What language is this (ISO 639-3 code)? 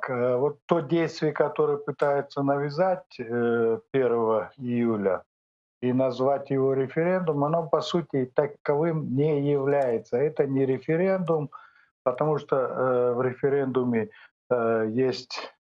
crh